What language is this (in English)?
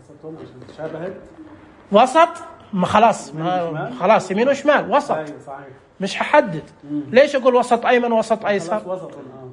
Najdi Arabic